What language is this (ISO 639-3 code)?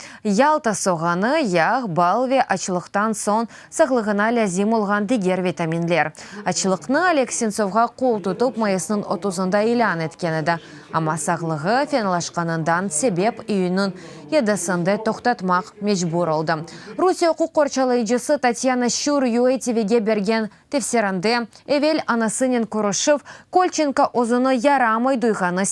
crh